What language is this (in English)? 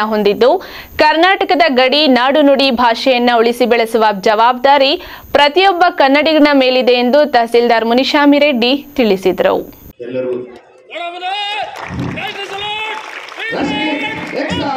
Kannada